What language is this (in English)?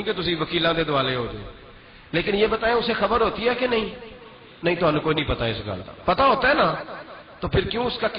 Western Panjabi